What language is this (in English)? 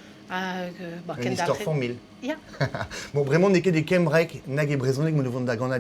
Breton